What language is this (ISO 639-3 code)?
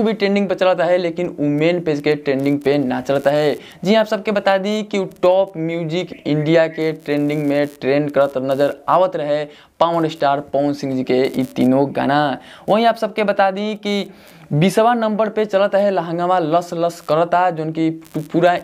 bho